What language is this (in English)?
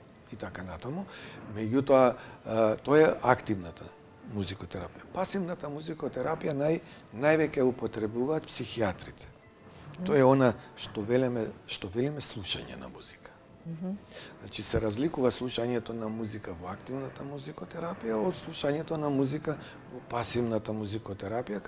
Macedonian